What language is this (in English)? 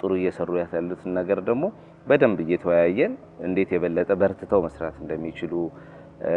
Amharic